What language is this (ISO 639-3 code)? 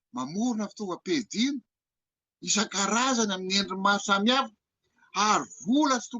mlg